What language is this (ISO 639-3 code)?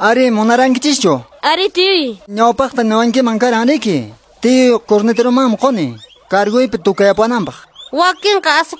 que